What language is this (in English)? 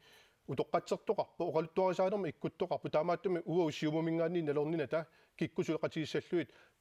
Kalaallisut